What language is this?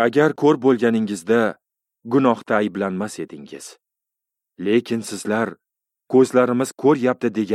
Uzbek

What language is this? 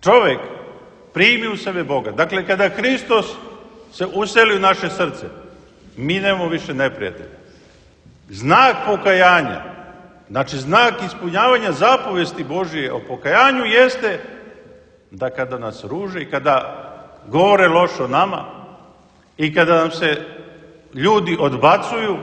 Serbian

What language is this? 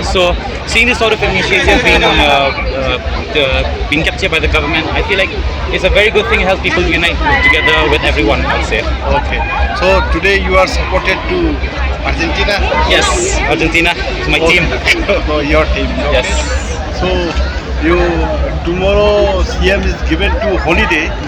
Khasi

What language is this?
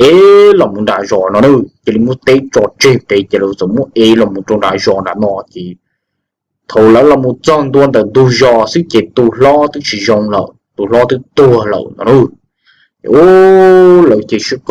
Hmong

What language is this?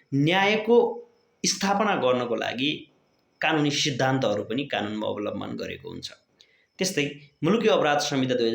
Nepali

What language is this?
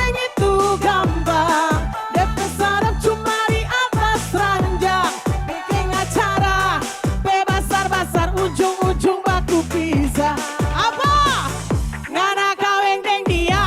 Manado Malay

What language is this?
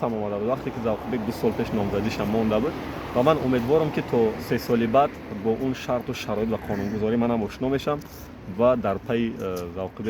Tajik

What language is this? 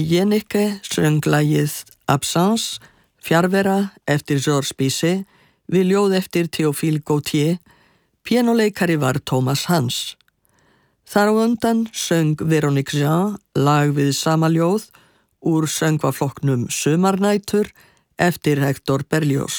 Icelandic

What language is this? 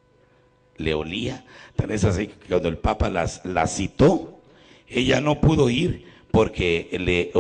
Spanish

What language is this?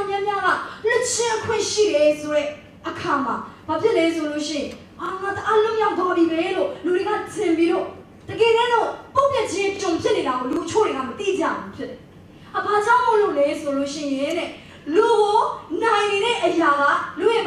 Burmese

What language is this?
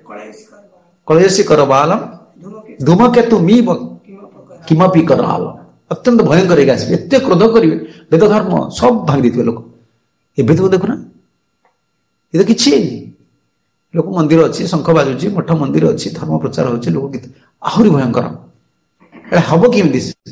Odia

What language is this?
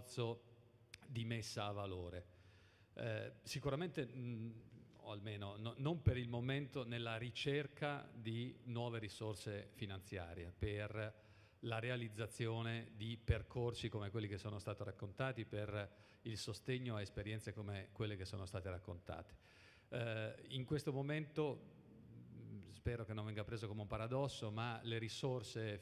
Italian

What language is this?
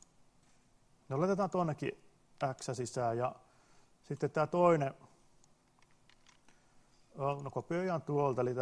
Finnish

